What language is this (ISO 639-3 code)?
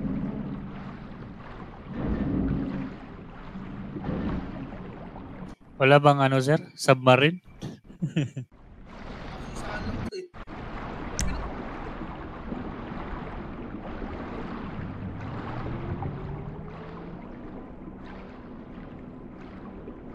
fil